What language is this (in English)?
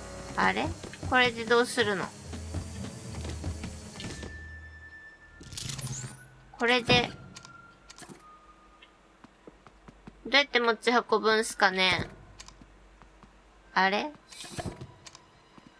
Japanese